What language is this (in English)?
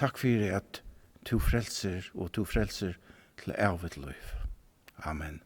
Faroese